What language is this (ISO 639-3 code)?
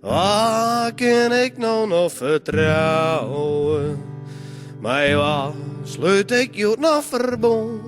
fry